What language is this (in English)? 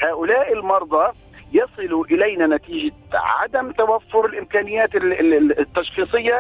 Arabic